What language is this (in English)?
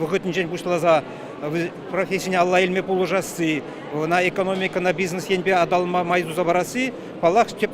Chuvash